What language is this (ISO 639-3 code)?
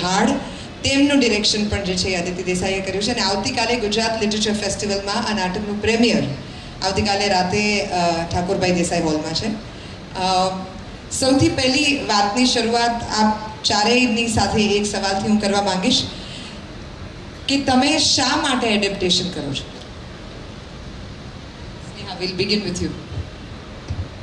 guj